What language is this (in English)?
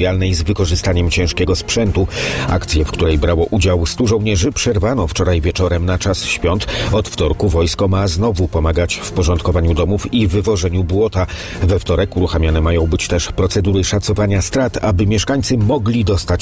Polish